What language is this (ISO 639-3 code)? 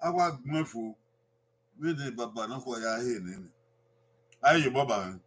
bin